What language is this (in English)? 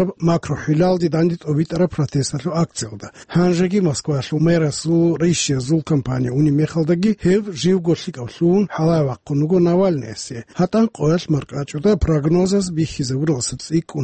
Avaric